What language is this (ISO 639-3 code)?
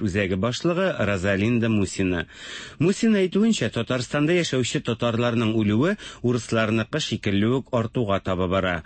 tat